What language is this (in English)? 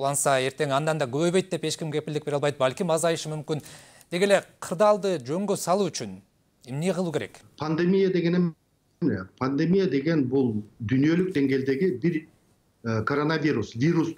Kyrgyz